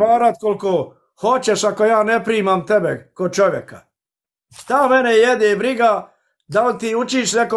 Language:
Bosnian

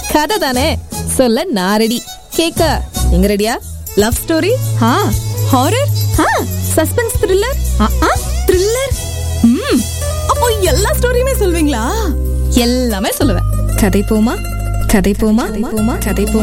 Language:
Tamil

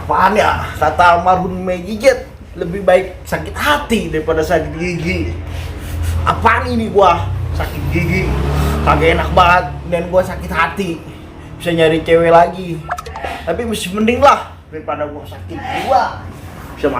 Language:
Betawi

